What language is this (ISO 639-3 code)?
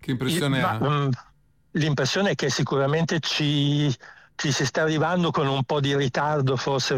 ita